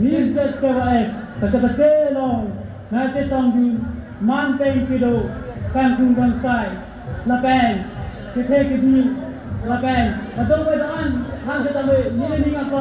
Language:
Karbi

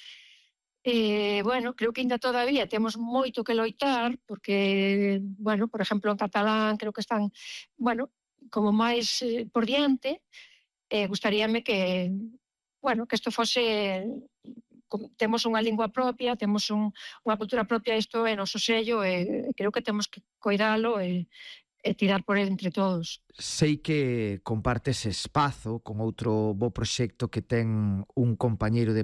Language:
Galician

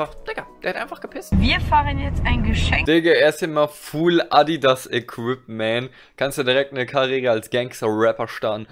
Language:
German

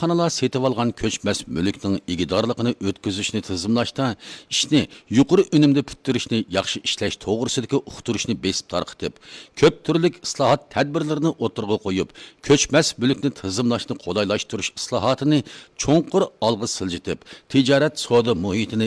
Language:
Uyghur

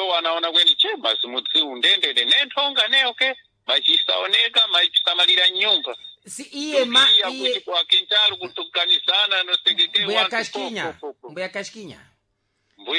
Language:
Sena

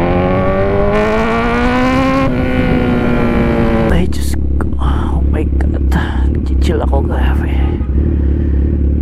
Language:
Filipino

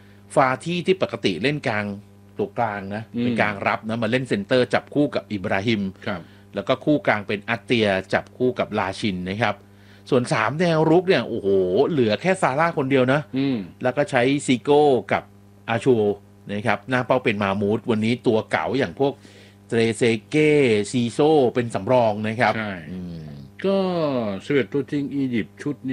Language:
Thai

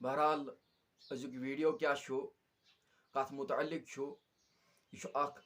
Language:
Kashmiri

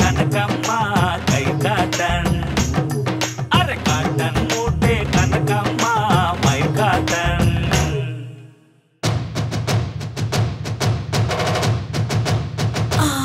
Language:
Kannada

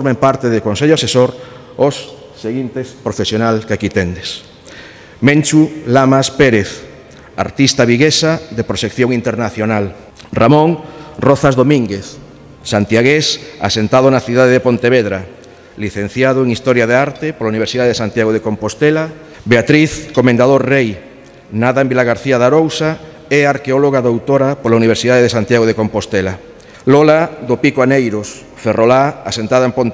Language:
Galician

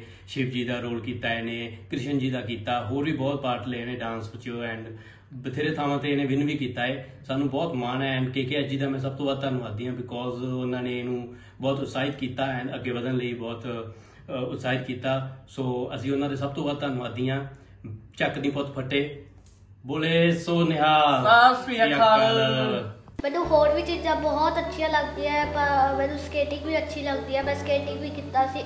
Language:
Punjabi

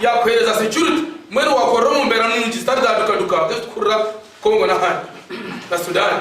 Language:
Nyankole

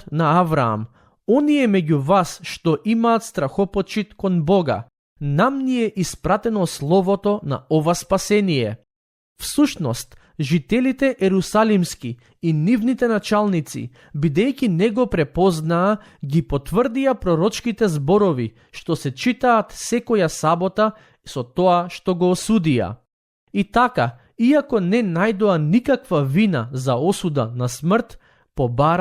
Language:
Macedonian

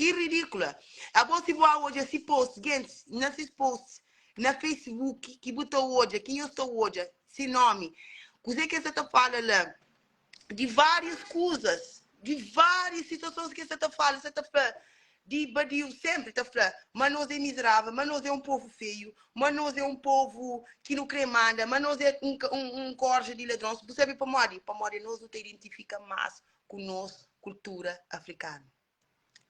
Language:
Kabuverdianu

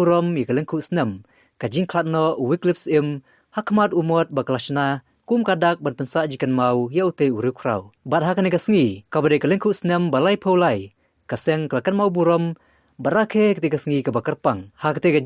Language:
Khasi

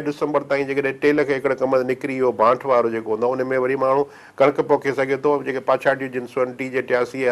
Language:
Sindhi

